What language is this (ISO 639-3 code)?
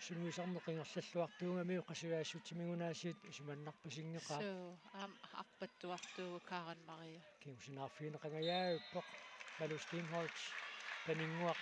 kal